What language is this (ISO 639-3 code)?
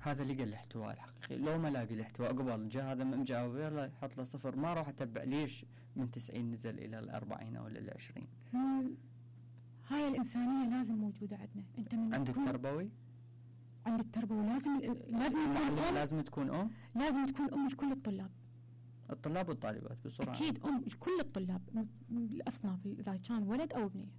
acm